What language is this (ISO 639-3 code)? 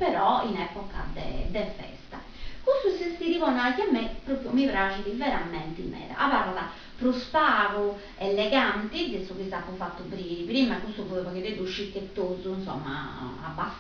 srd